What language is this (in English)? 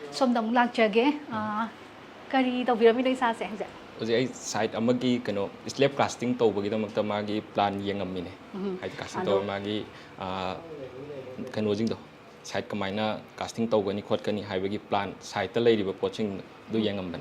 Manipuri